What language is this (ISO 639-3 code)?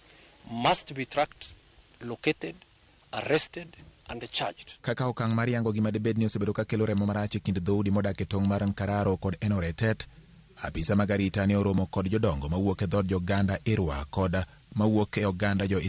luo